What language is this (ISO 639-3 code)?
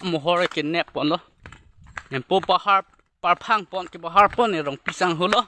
mjw